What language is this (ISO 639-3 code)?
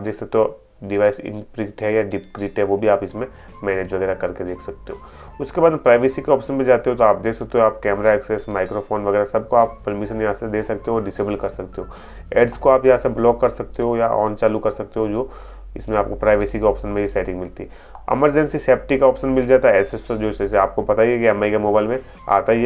hin